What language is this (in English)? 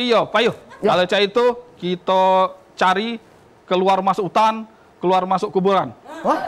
Musi